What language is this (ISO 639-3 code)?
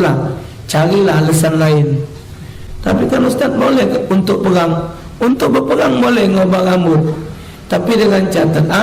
mui